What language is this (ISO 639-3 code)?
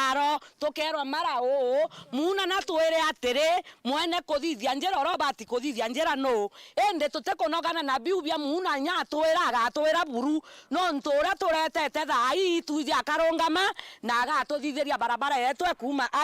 mer